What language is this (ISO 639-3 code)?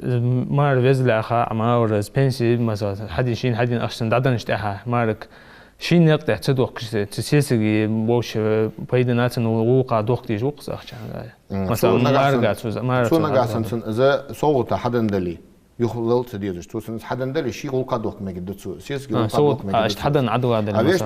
inh